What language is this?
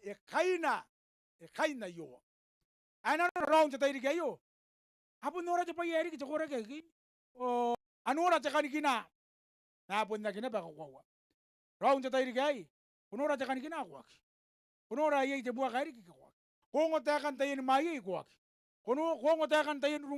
Gilbertese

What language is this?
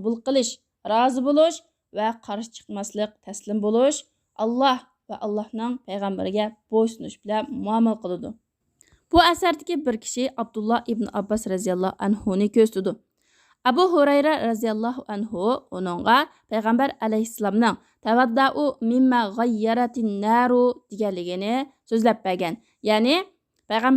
Uyghur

